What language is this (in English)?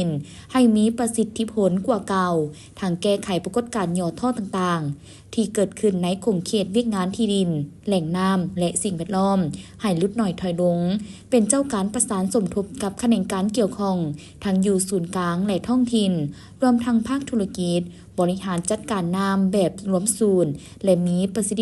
Lao